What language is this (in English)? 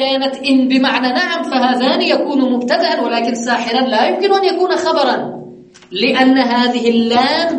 Arabic